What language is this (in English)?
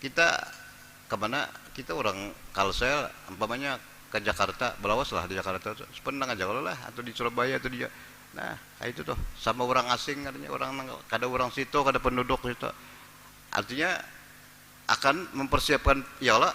Banjar